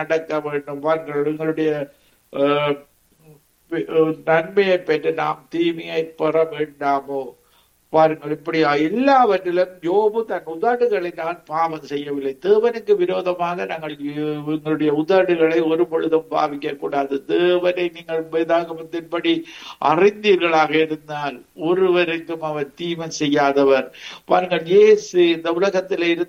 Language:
Tamil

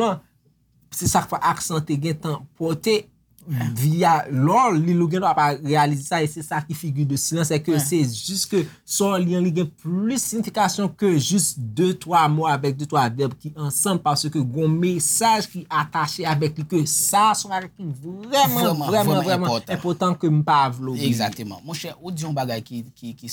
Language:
Haitian Creole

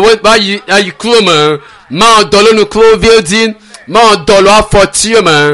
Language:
Ewe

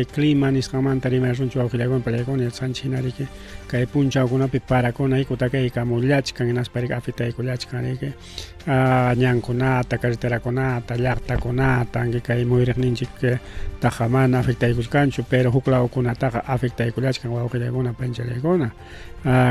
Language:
Ayacucho Quechua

